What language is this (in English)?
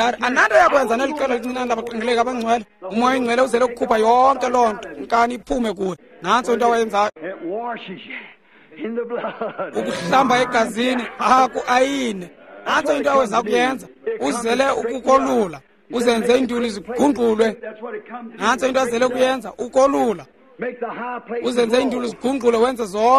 Xhosa